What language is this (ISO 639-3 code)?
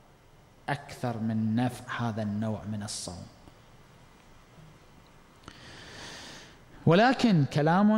ara